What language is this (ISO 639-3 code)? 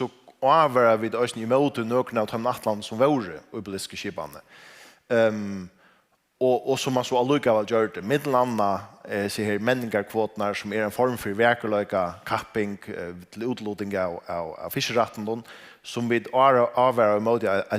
fao